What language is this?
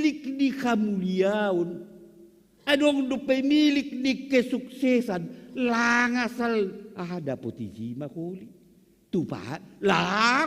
Batak Simalungun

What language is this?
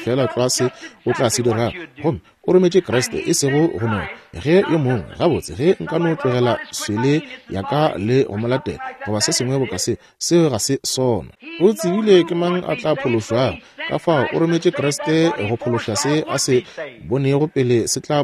Northern Sotho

